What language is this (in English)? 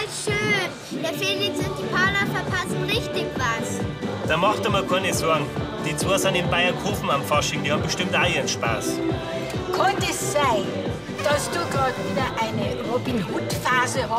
Bavarian